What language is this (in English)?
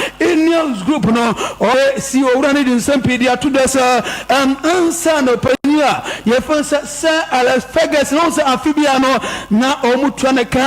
Akan